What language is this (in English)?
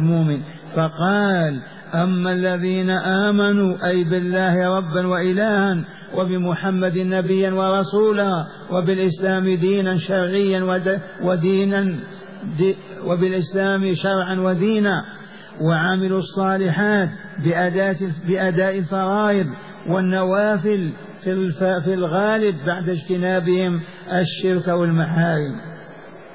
Arabic